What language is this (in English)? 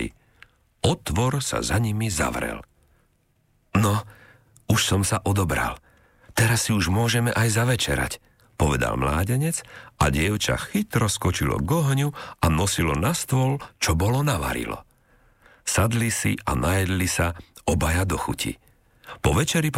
Slovak